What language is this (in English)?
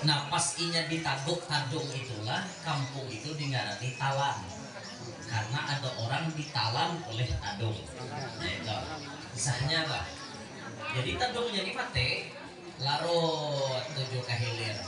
Banjar